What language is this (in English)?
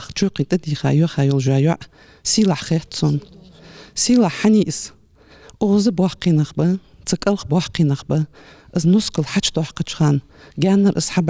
Ingush